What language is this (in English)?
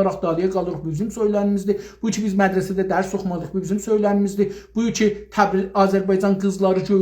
South Azerbaijani